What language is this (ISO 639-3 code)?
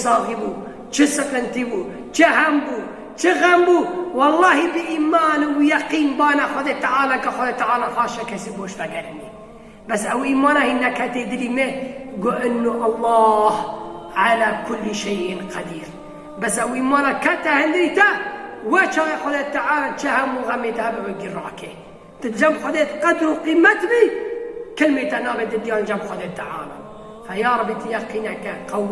kur